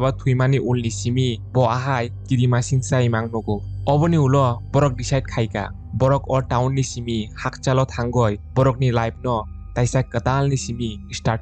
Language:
Kok Borok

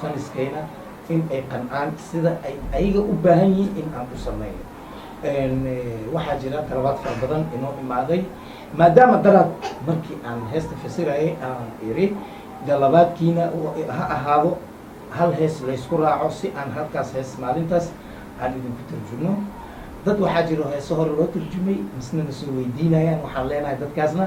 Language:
Somali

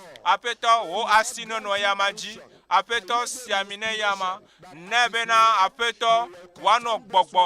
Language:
Ewe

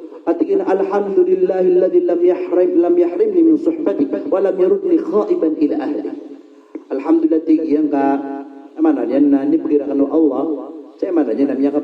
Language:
Maranao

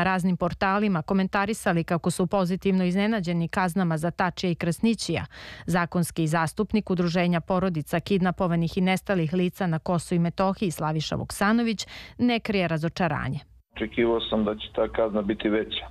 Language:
Serbian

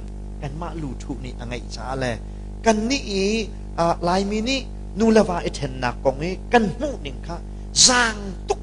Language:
Hakha Chin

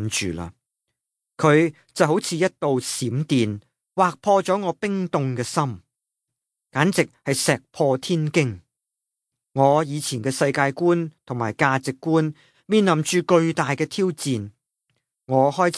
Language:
Cantonese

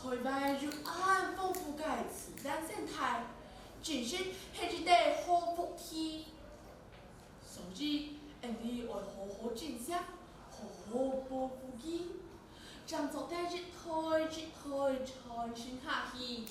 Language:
Hakka Chinese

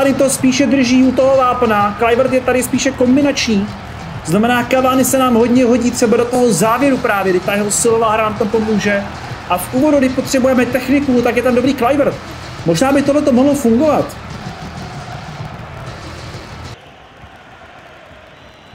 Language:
Czech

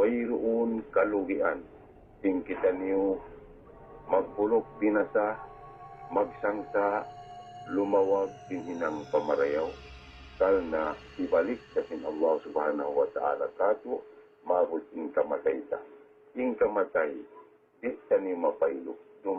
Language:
Tausug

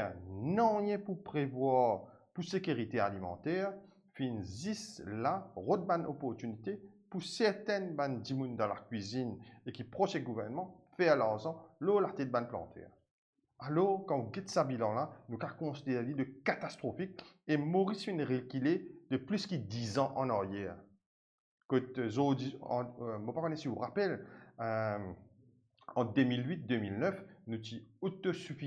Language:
Morisyen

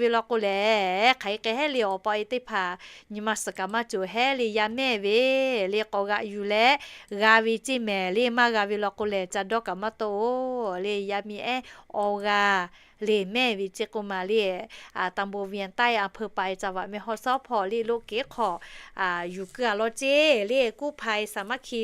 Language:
Lahu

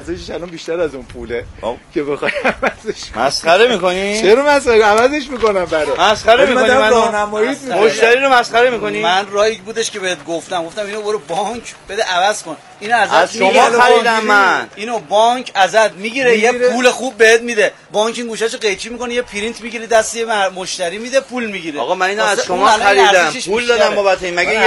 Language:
Persian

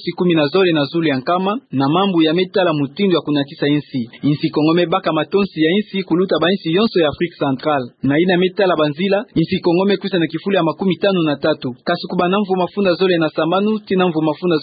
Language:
Kituba (Democratic Republic of Congo)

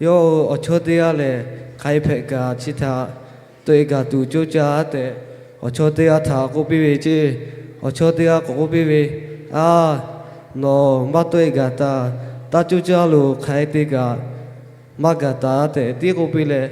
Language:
Lahu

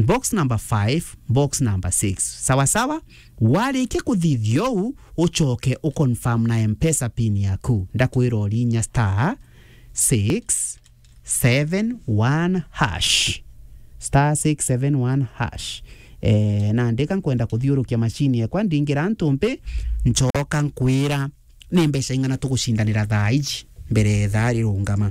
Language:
Meru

